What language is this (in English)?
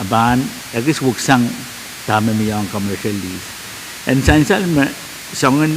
Pohnpeian